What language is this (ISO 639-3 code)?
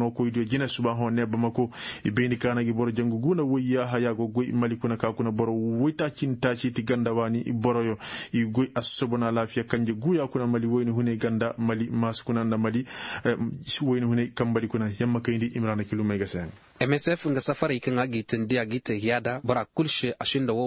ses